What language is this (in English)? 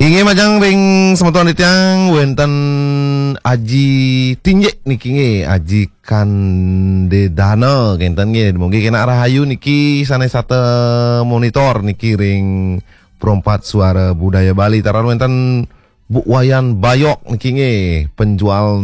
Balinese